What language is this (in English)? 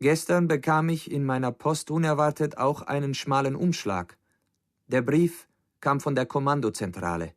Bavarian